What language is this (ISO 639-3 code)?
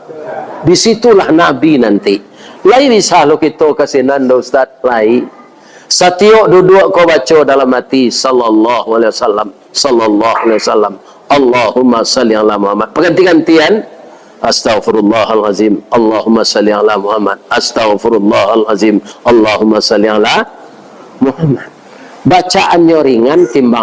min